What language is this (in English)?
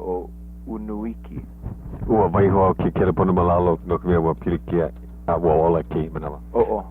Hawaiian